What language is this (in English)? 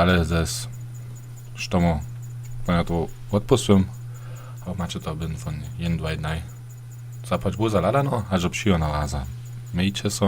Upper Sorbian